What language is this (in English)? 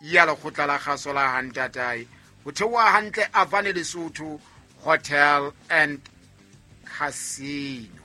Southern Sotho